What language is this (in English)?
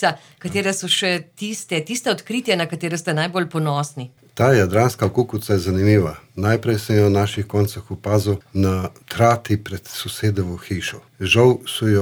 Slovenian